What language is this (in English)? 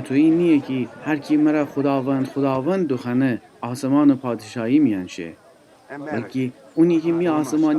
Gilaki